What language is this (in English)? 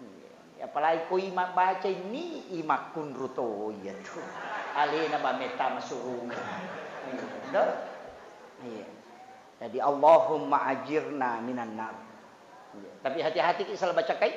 Buginese